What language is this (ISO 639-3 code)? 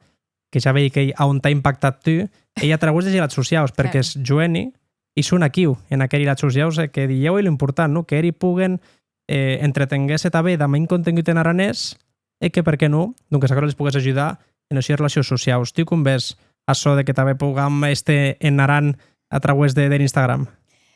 oci